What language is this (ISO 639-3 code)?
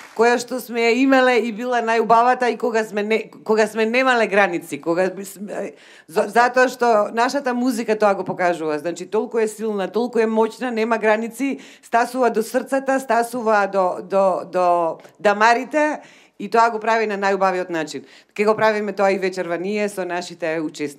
mkd